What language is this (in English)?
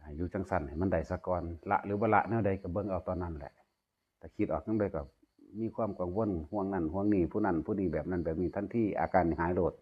Northeastern Thai